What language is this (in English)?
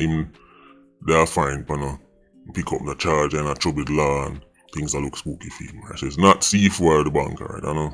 Jamaican Creole English